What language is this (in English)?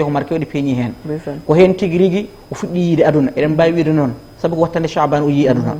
Fula